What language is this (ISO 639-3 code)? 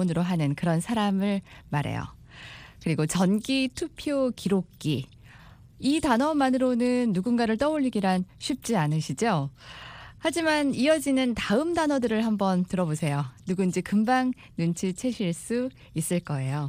kor